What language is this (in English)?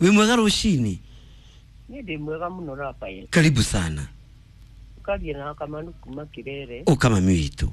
Kikuyu